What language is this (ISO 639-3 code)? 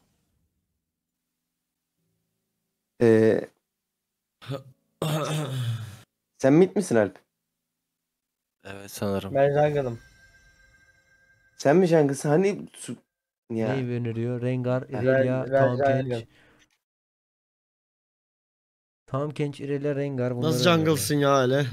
tur